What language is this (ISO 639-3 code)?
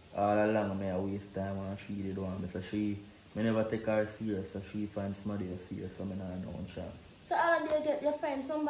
jam